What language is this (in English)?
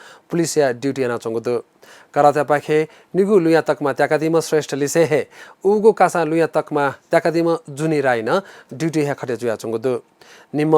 Newari